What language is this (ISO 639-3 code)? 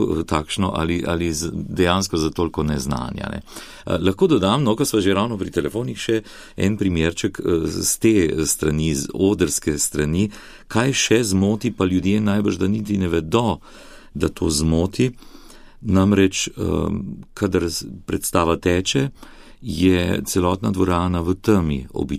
slv